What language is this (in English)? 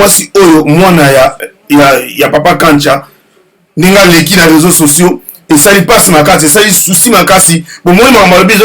Lingala